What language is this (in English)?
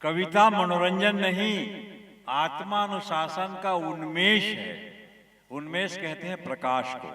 Chhattisgarhi